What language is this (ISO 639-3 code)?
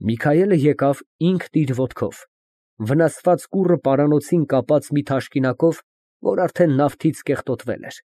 hye